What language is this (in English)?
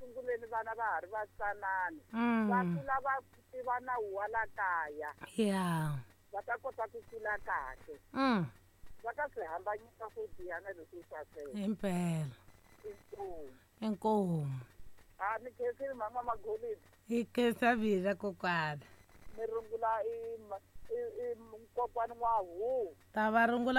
Tsonga